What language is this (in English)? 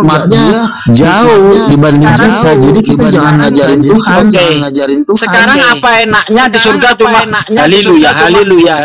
Indonesian